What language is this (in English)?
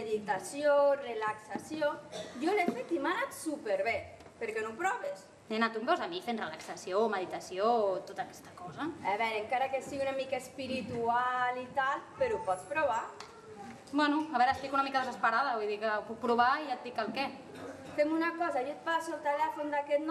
Catalan